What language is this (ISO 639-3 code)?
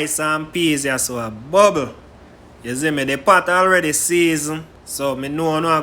jam